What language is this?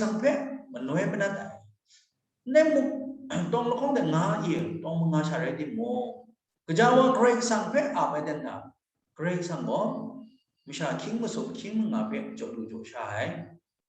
Kachin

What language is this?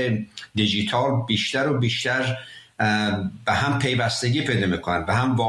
Persian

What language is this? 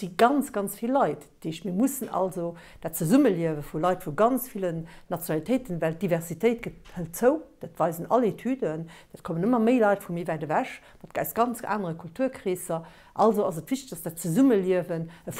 Luxembourgish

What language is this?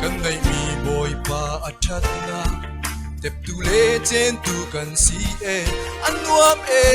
Falam Chin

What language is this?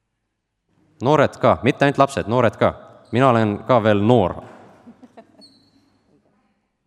Estonian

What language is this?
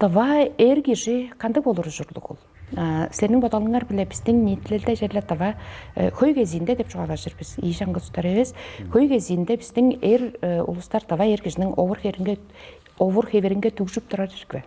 Tuvinian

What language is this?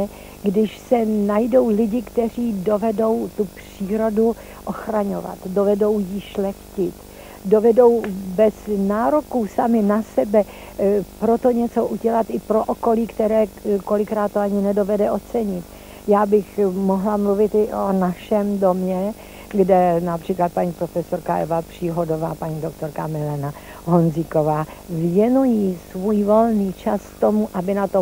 Czech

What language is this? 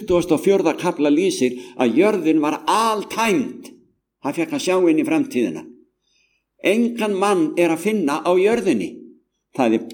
Icelandic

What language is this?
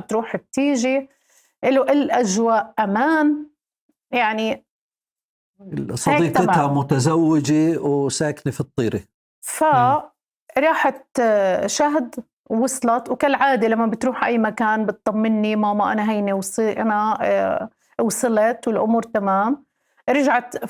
North Levantine Arabic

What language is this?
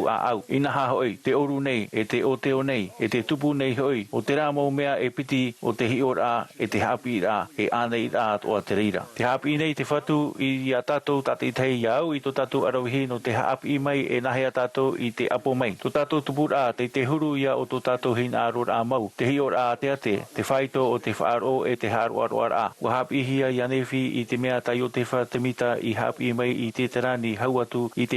Tahitian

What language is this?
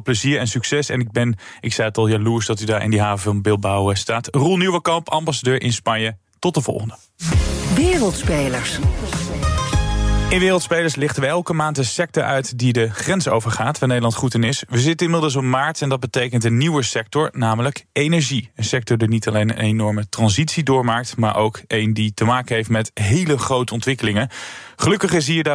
Dutch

